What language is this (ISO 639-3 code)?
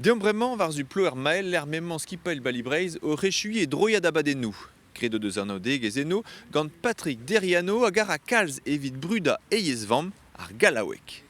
bre